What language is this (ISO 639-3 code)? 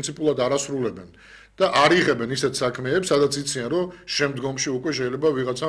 kat